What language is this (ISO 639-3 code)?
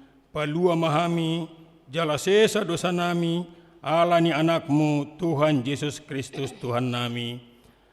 bbc